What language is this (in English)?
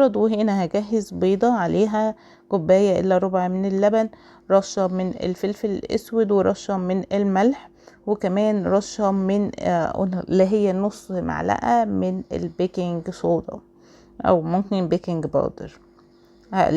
Egyptian Arabic